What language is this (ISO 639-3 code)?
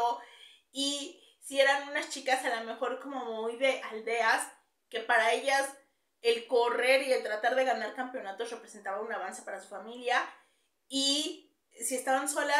spa